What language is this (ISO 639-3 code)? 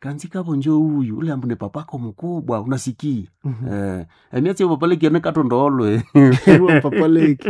nnb